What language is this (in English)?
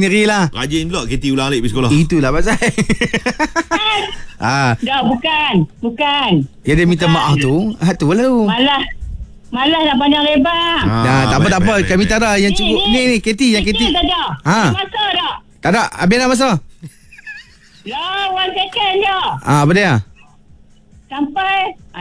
Malay